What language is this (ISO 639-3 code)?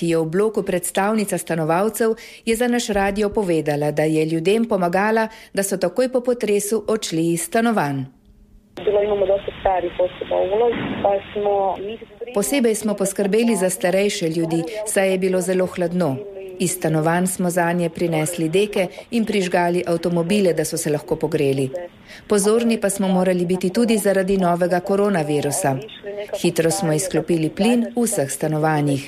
slv